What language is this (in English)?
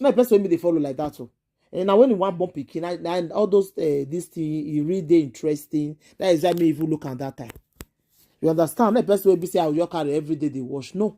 Nigerian Pidgin